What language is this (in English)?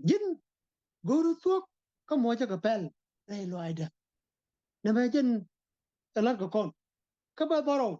Nuer